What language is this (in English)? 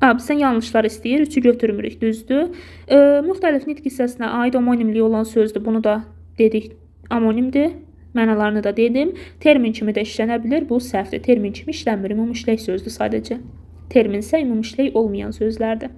Azerbaijani